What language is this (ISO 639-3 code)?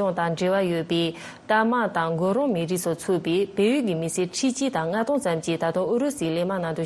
bod